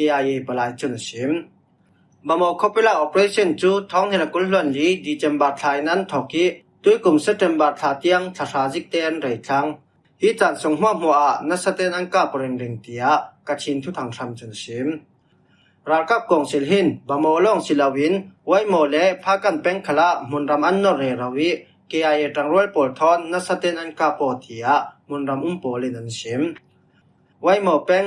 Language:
Falam Chin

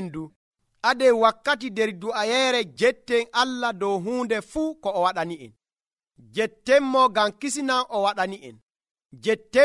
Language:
Nigerian Fulfulde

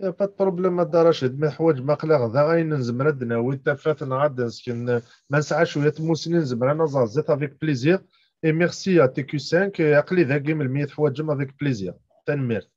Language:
Kabyle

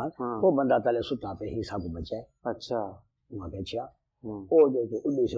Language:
Saraiki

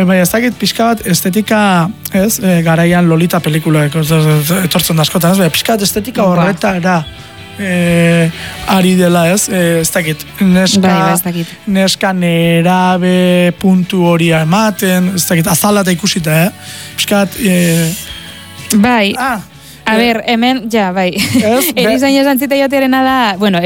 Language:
Basque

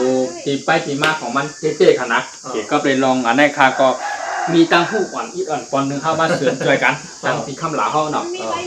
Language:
Shan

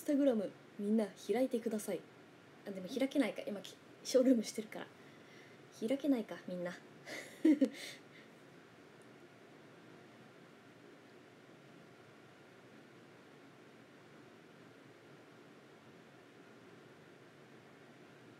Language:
Japanese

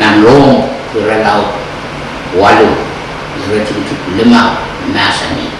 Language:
Pohnpeian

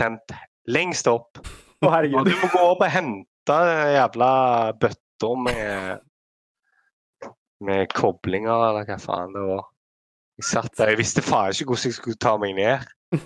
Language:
Norwegian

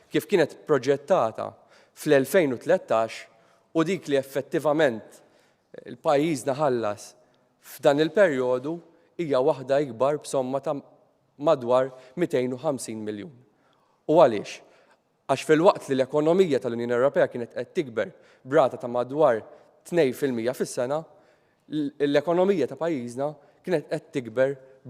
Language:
Maltese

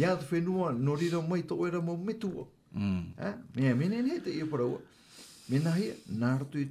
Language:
Tahitian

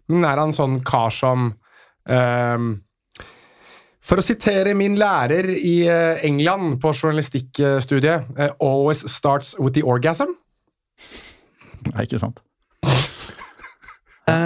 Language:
Norwegian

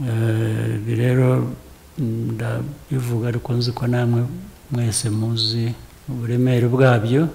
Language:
Kinyarwanda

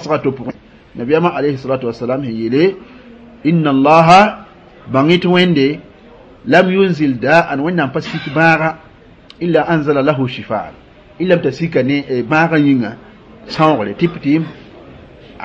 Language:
Mossi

